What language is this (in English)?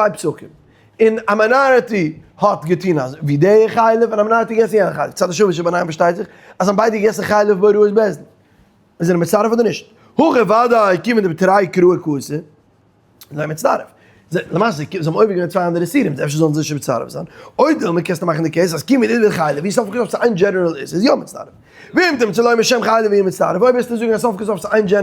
Yiddish